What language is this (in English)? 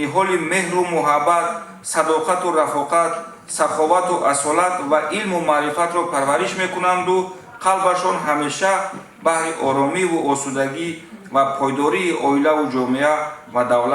Tajik